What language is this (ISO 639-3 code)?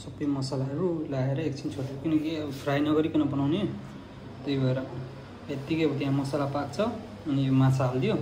nep